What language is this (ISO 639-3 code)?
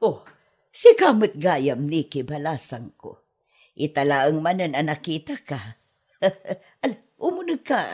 ilo